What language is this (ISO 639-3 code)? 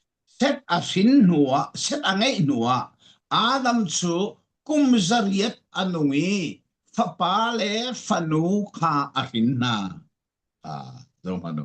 cfm